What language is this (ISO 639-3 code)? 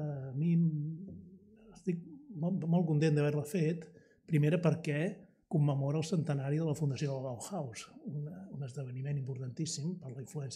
cat